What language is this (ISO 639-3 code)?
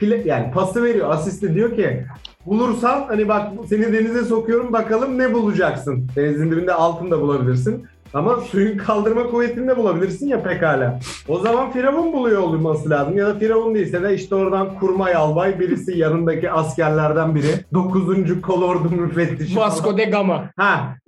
tur